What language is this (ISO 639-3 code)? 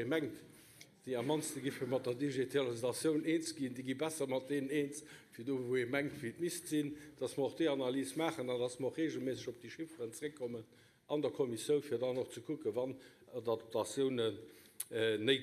ltz